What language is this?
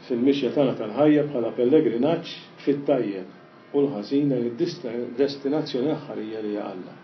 Maltese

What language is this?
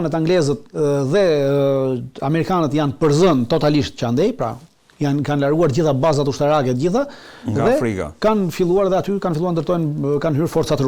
Albanian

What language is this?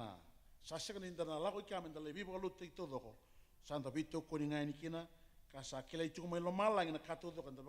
Fijian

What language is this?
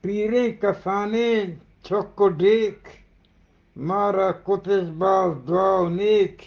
Eastern Balochi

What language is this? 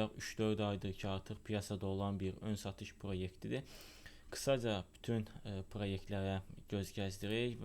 Azerbaijani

